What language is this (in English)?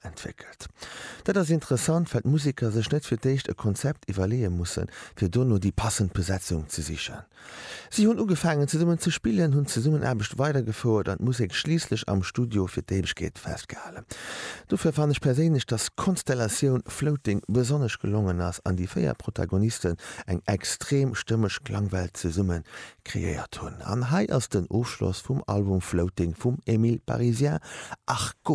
Luxembourgish